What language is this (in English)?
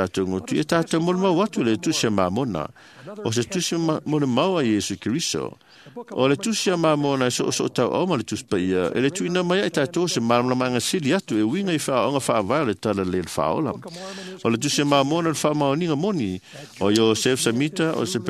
Samoan